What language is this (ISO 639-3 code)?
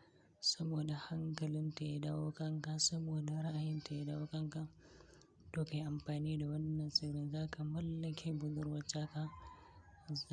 hau